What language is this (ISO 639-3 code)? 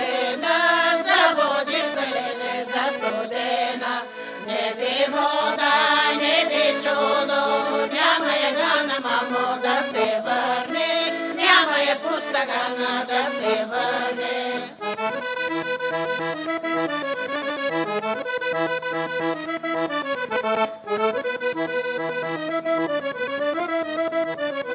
bul